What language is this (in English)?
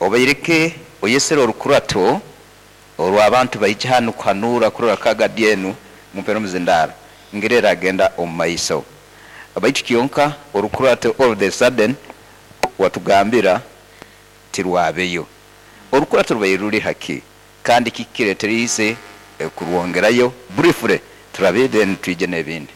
Nyoro